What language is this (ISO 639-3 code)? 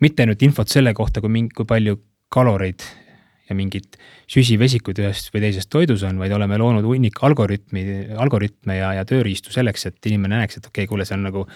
est